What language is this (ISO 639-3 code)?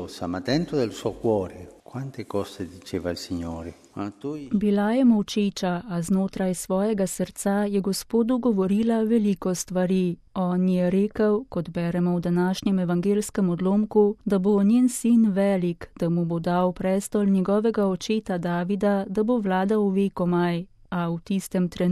slv